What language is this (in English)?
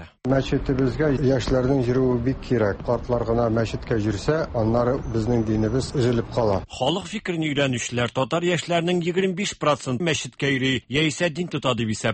Tatar